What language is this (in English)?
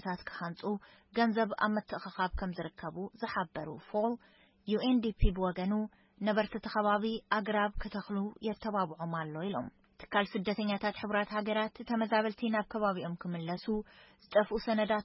Tigrinya